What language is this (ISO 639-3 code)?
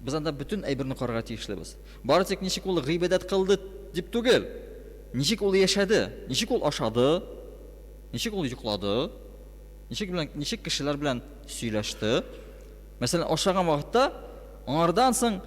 tat